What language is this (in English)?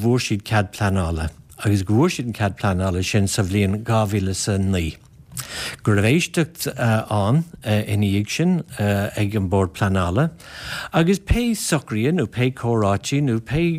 Irish